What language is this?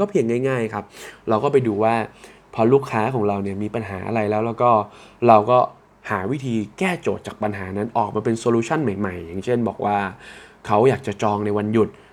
Thai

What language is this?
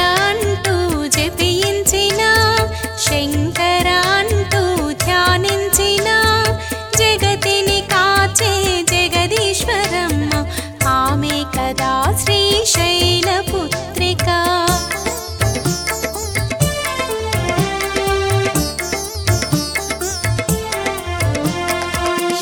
Telugu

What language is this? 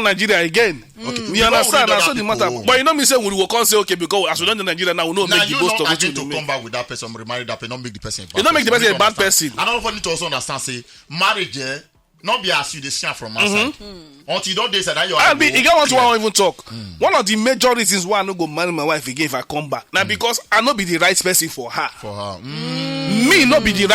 Nigerian Pidgin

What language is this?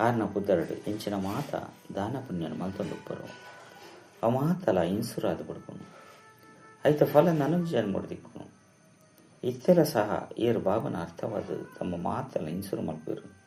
Tulu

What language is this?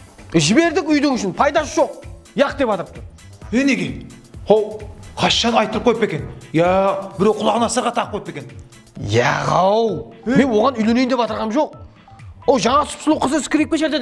Kara-Kalpak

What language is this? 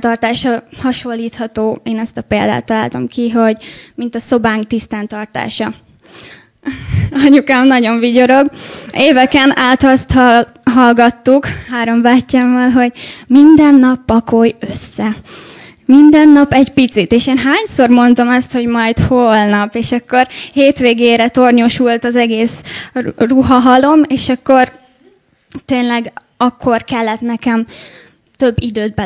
Hungarian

